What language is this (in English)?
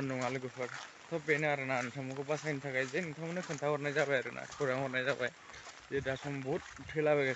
Bodo